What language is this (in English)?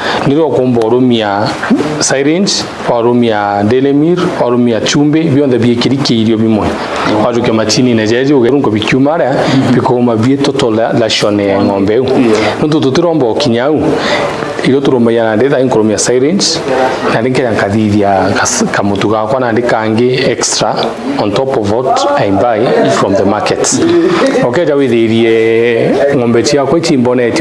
Meru